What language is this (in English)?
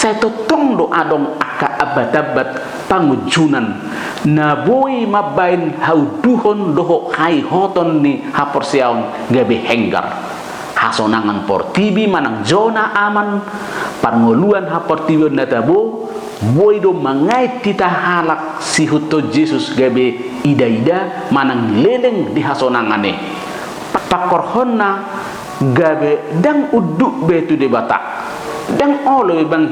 Batak Toba